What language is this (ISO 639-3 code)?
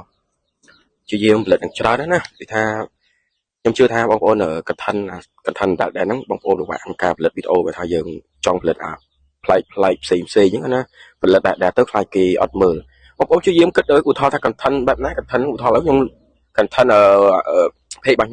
khm